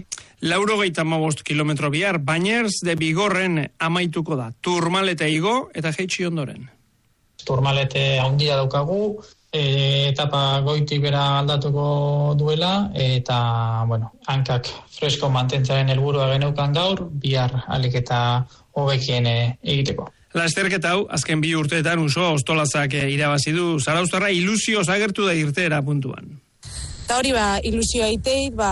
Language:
Basque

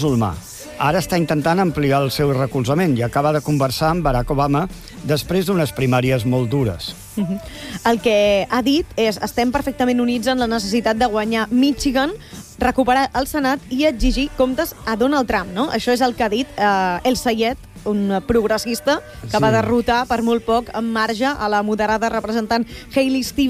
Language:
Catalan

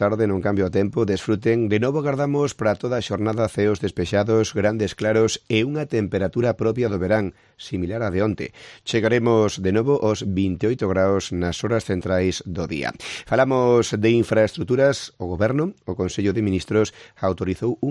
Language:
Galician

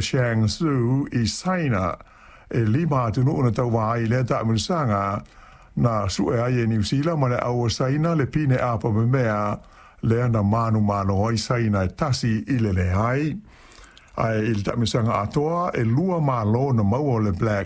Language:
Samoan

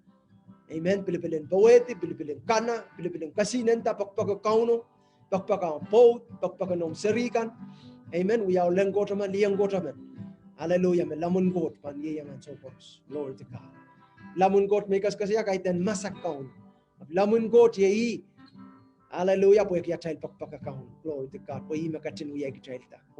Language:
Pohnpeian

